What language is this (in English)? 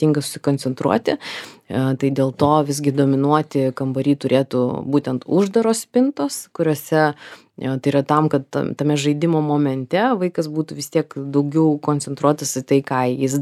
Lithuanian